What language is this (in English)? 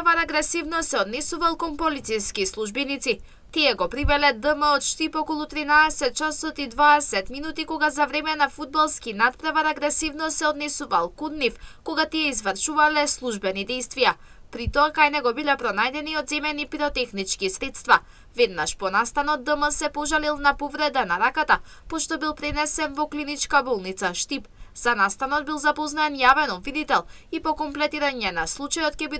Macedonian